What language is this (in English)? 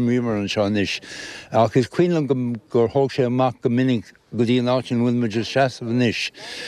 Irish